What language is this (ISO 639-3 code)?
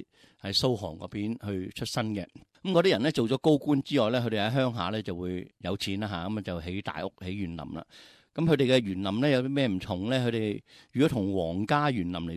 yue